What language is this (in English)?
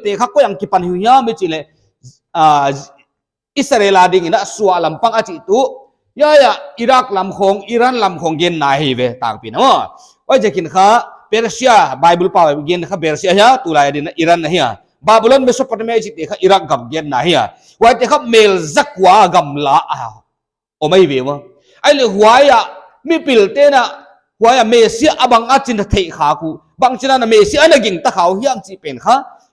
Paite Chin